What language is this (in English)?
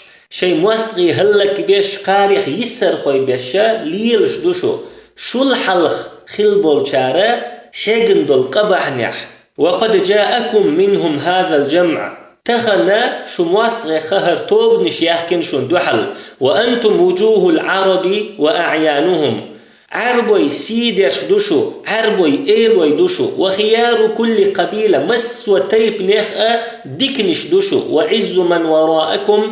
Chechen